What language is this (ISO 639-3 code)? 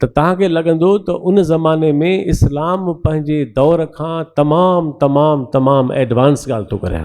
snd